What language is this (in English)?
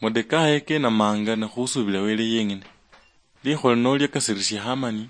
Luyia